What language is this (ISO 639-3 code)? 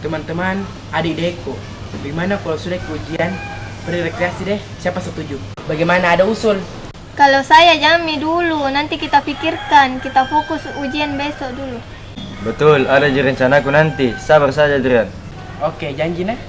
mfp